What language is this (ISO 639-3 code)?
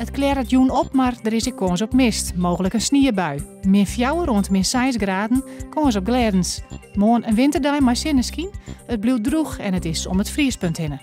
fry